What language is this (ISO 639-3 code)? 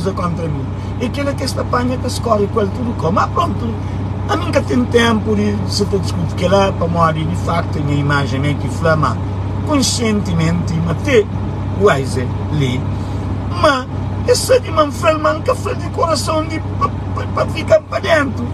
kea